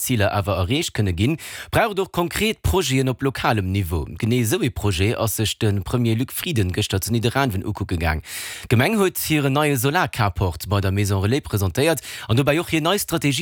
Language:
Luxembourgish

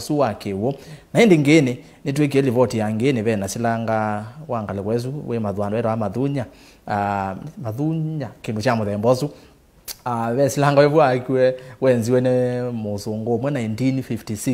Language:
Kamba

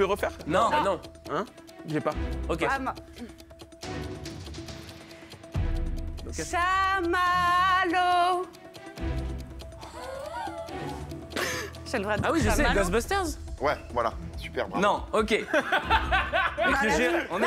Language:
French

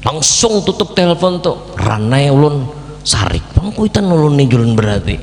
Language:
Banjar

